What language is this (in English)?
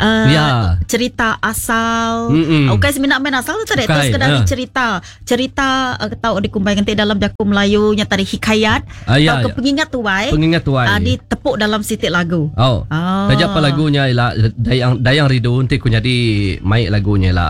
Iban